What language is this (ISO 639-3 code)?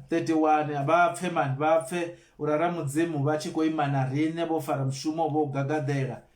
ven